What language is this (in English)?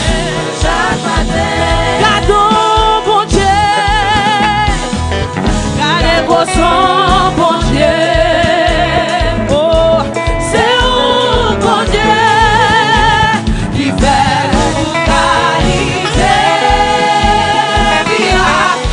French